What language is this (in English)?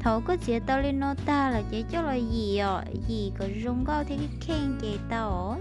Hmong